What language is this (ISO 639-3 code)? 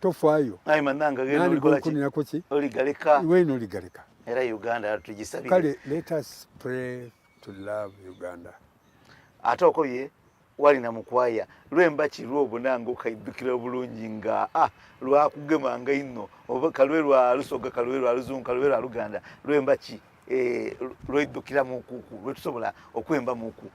xog